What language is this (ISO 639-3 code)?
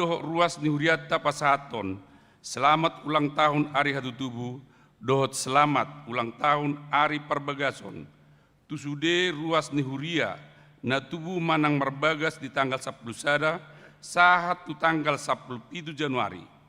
bbc